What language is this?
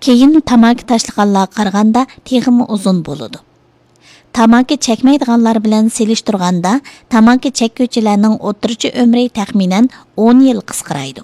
Uyghur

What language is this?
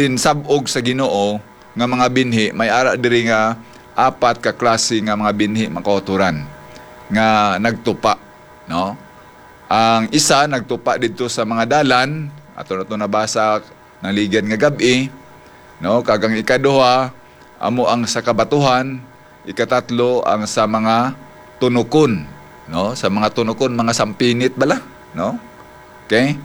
Hiligaynon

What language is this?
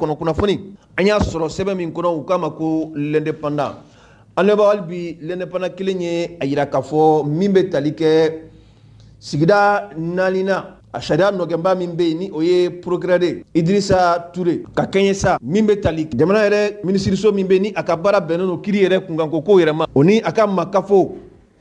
Mandingo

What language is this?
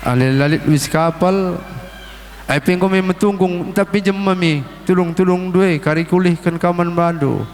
Batak Karo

